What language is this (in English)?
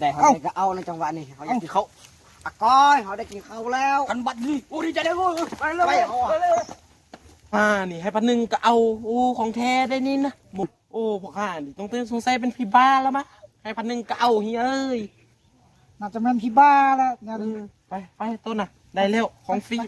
Lao